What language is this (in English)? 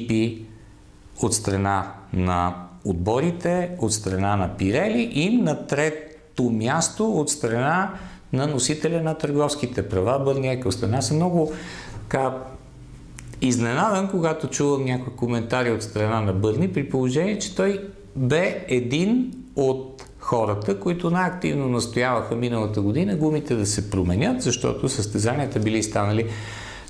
Bulgarian